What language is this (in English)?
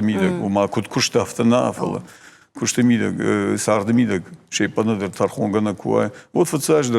Ossetic